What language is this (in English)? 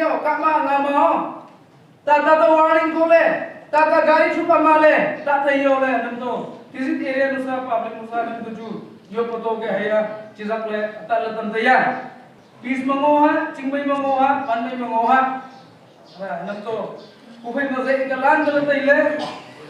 Naga Pidgin